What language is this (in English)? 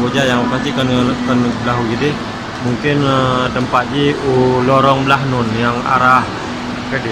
Achinese